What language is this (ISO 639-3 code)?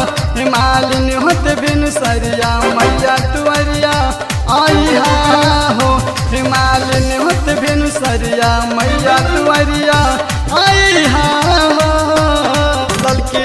bho